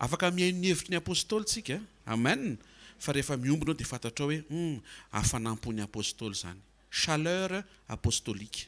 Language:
Malagasy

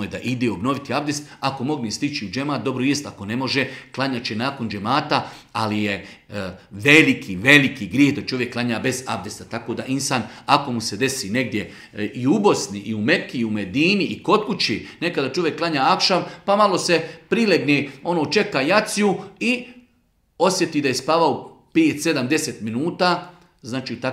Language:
Bosnian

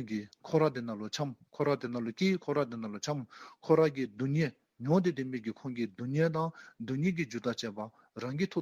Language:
Dzongkha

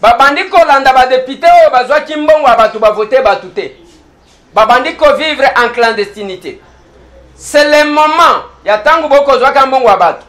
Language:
Lingala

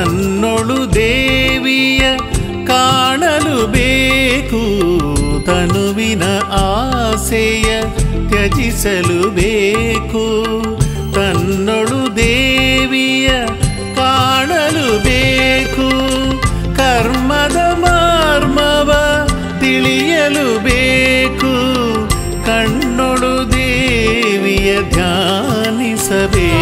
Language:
Kannada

